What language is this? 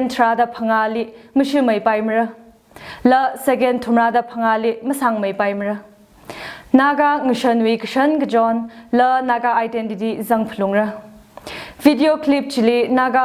Tangkhul Naga (India)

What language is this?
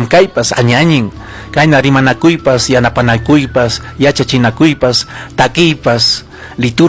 Ayacucho Quechua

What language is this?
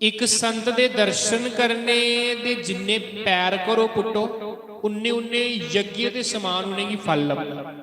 Dogri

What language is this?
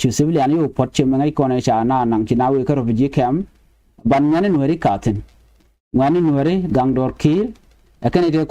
Nuer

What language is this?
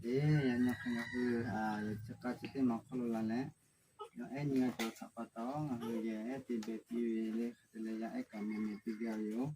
Lahu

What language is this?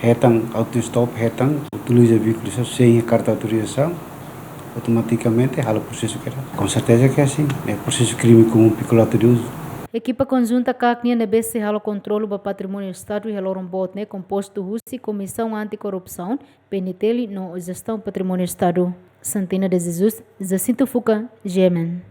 Tetum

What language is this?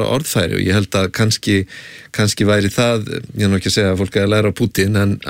Icelandic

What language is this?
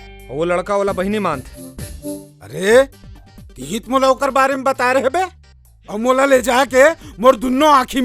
Chhattisgarhi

